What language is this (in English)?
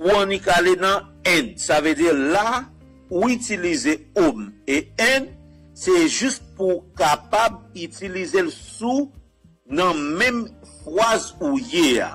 Haitian Creole